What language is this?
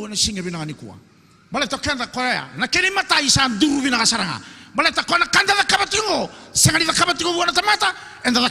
Fijian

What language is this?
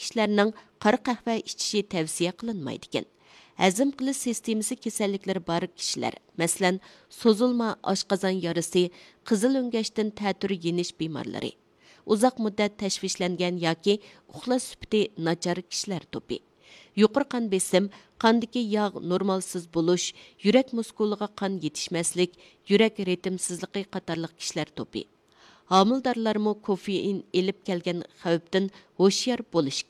Uyghur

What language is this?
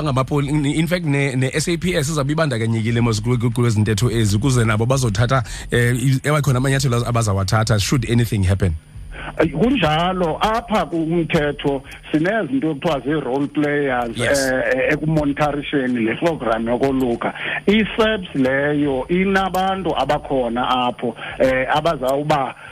Xhosa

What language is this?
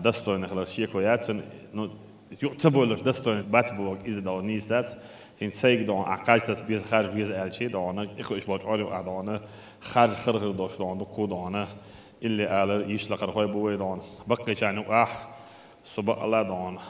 Chechen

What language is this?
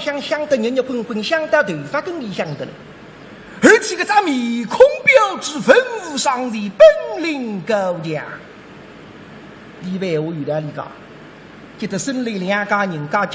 Wu Chinese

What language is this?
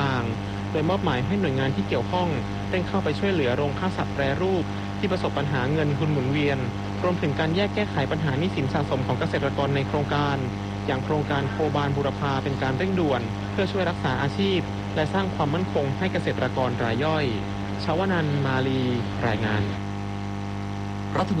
Thai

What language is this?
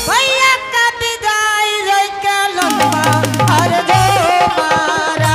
Angika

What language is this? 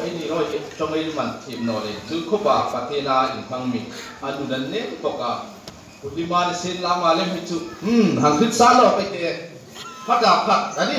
Hmar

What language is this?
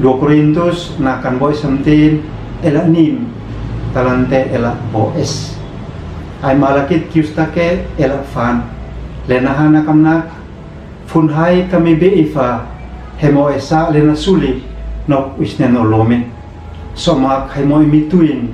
Uab Meto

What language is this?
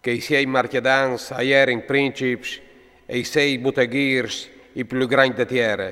Friulian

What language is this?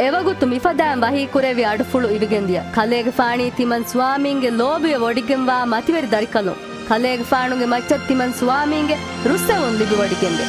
Divehi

